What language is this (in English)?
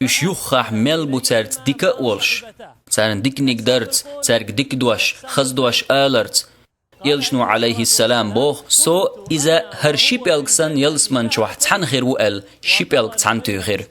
Chechen